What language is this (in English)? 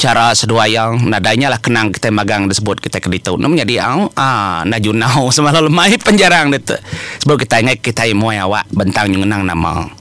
Iban